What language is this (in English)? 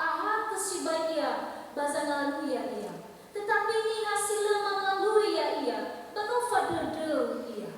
Nias